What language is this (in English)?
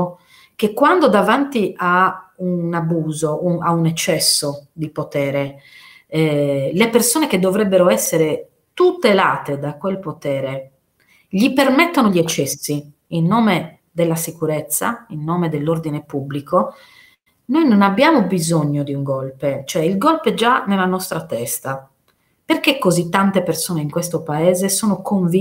Italian